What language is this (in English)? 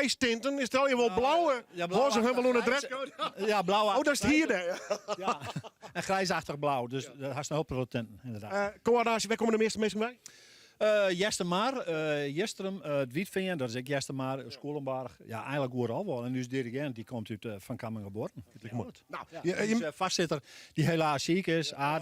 Western Frisian